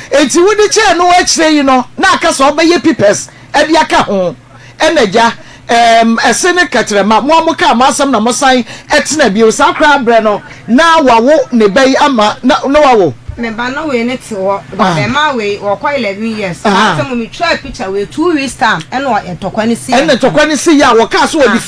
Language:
Akan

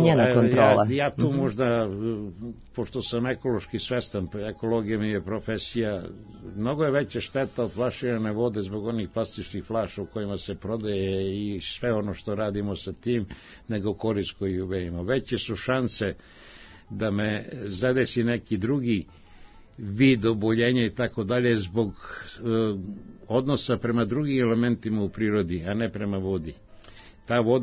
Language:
Serbian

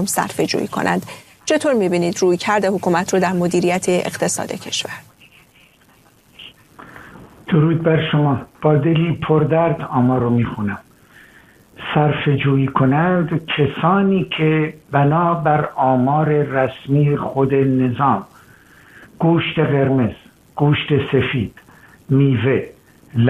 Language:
Persian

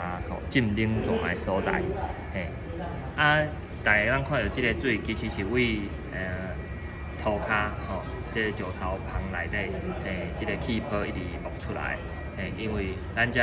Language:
Min Nan Chinese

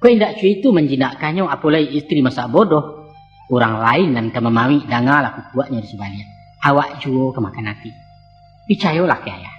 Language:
Minangkabau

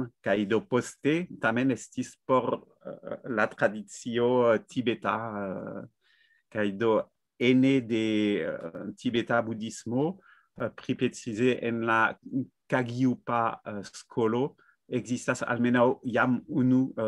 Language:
Esperanto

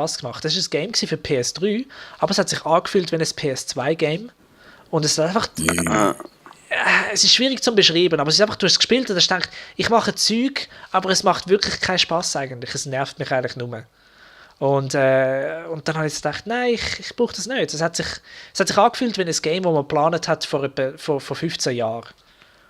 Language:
Swiss German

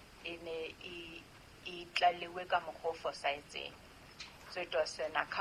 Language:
Southern Sotho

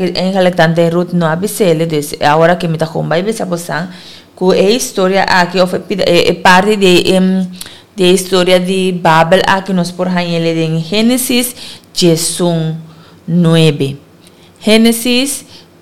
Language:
Papiamento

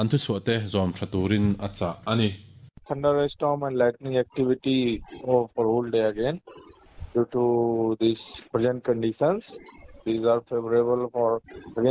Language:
Mizo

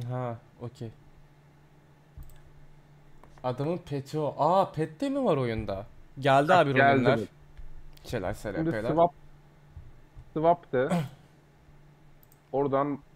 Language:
Turkish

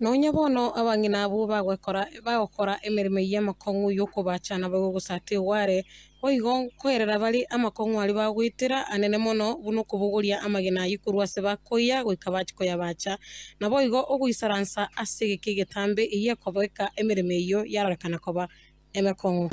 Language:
Gusii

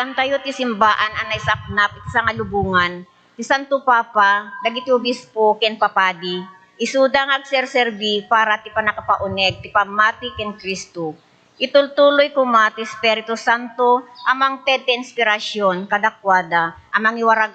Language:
Iloko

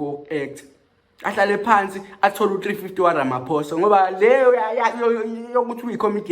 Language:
Zulu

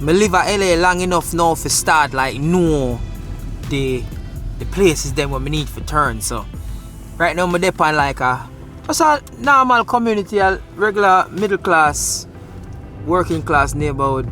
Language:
Jamaican Creole English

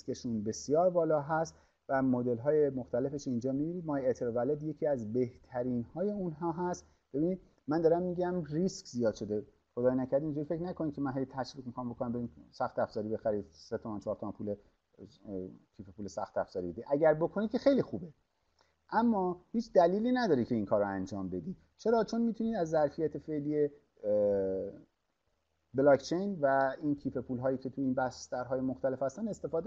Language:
Persian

